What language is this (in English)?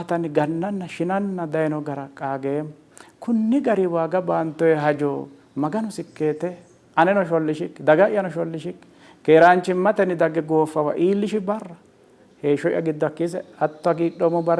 Sidamo